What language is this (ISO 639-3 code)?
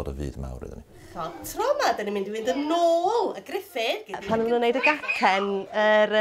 cym